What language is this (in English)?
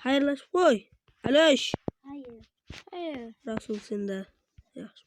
Kara-Kalpak